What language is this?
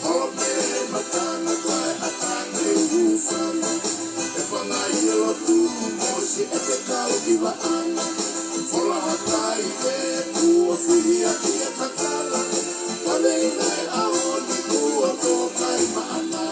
Tongan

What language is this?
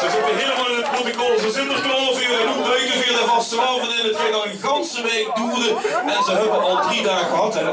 Limburgish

